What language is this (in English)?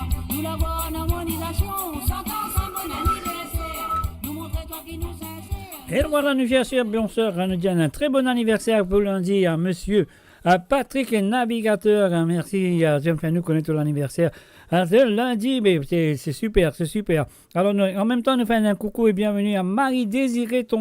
Morisyen